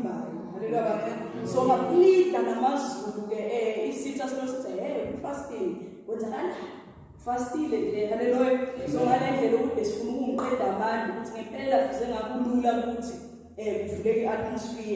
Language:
Zulu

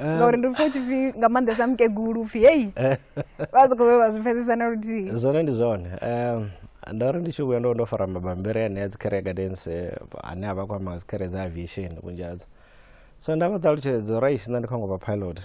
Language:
Venda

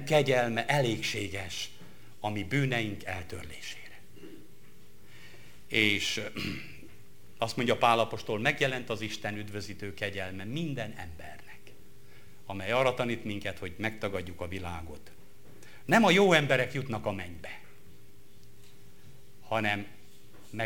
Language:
Hungarian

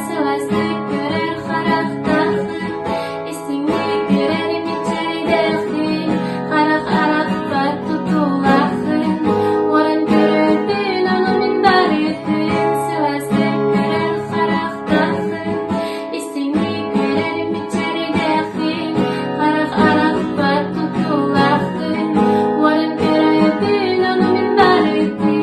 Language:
Yakut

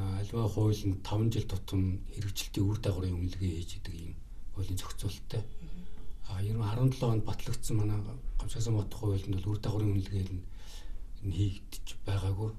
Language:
Mongolian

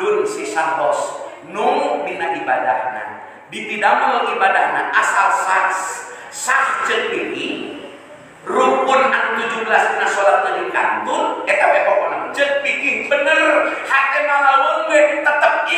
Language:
Sundanese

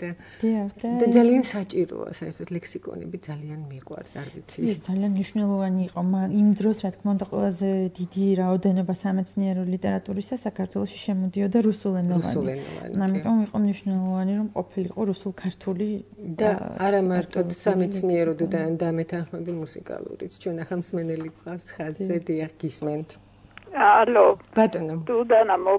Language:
Georgian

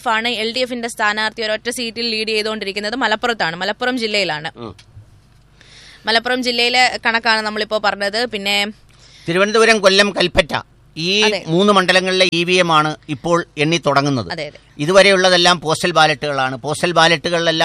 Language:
Malayalam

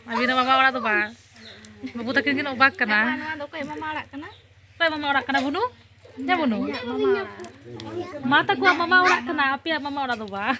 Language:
Santali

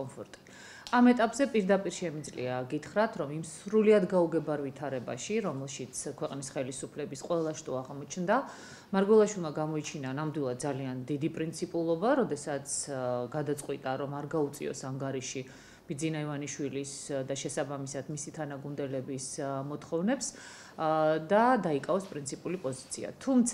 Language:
Georgian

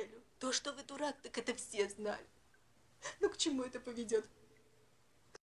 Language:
Russian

